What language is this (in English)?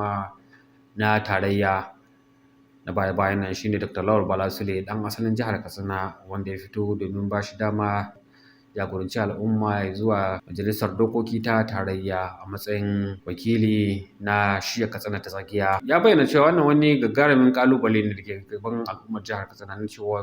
Hausa